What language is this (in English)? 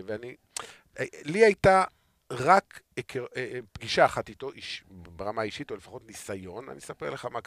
Hebrew